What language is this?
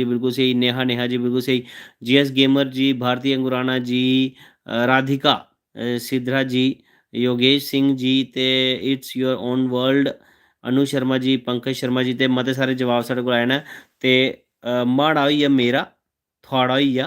Dogri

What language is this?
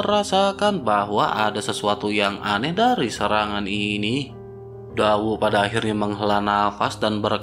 Indonesian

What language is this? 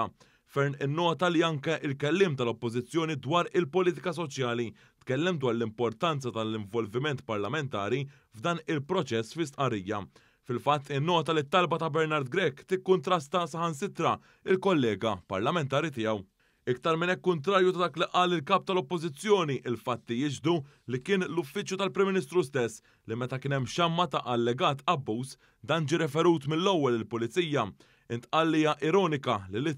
Maltese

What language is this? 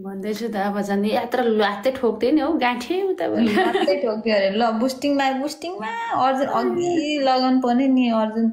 Nepali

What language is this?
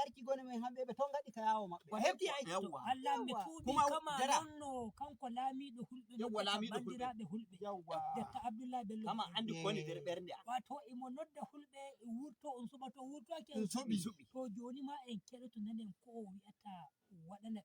Nigerian Fulfulde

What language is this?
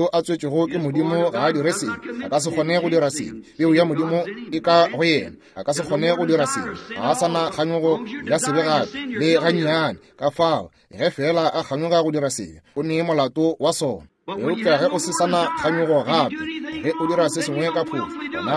Northern Sotho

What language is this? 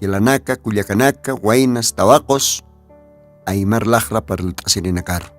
Aymara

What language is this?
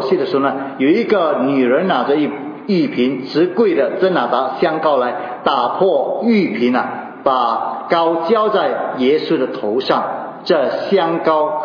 Chinese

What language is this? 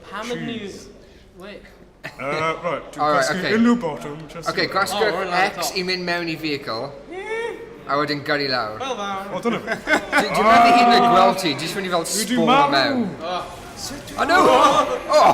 Welsh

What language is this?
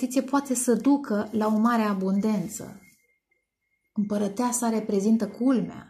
Romanian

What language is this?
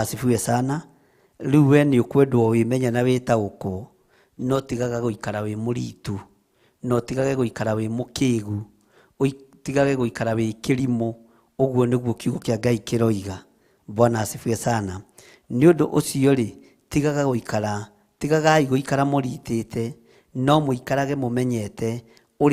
Kikuyu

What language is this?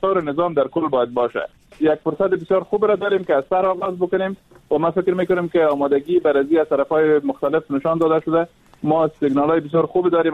Persian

